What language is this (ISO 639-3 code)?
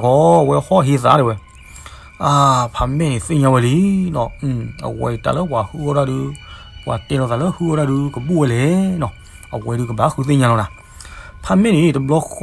ksw